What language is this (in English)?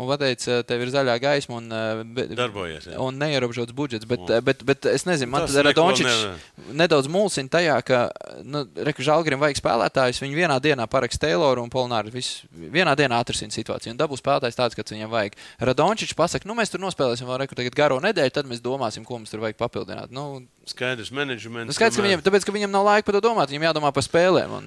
Latvian